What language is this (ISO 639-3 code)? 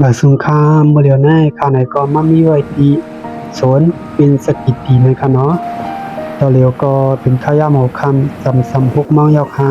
shn